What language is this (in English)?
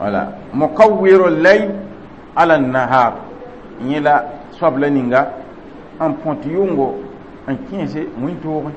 Mossi